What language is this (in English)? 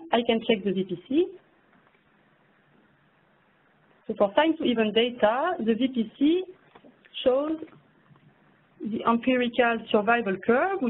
English